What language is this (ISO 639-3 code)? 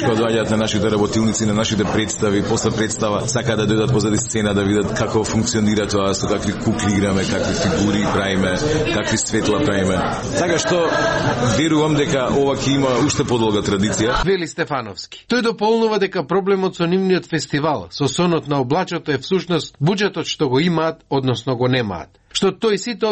mkd